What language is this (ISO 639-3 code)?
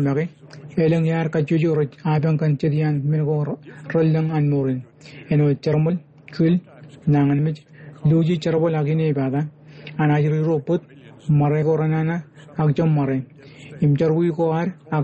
mah